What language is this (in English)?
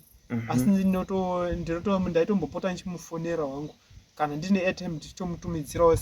Shona